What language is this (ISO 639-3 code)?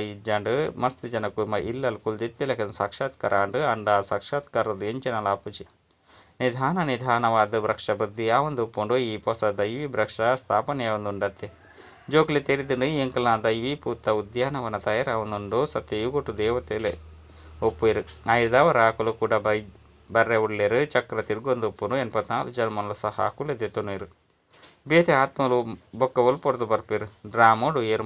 tcy